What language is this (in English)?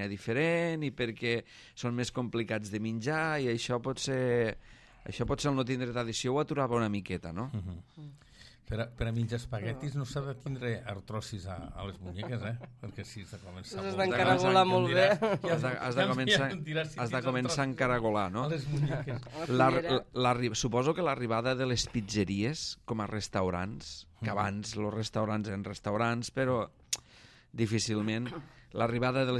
Catalan